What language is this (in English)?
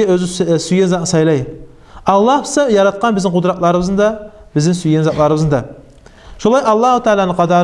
Kumyk